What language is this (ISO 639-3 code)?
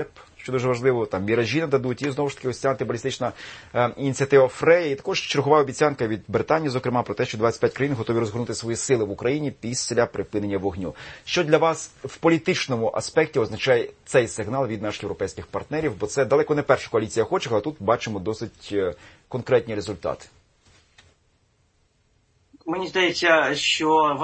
ukr